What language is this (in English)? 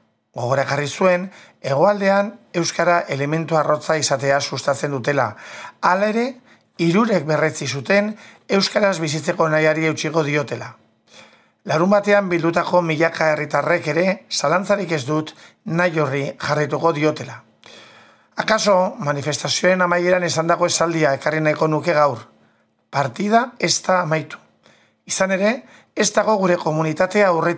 Basque